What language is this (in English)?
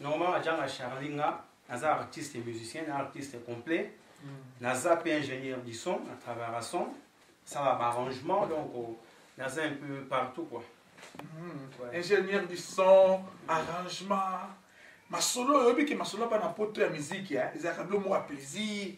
Lingala